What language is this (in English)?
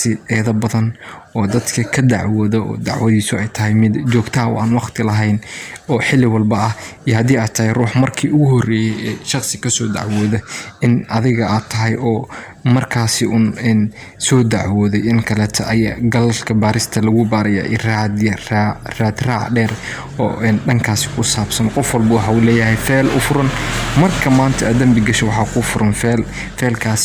Somali